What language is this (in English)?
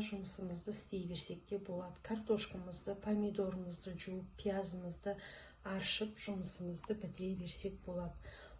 Kazakh